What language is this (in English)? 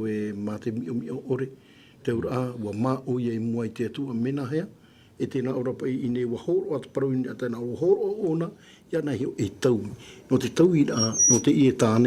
Tahitian